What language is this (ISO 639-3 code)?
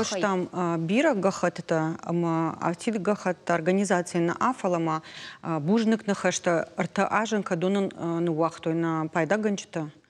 oss